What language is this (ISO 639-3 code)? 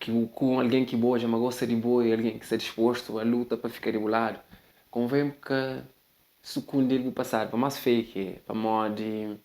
kea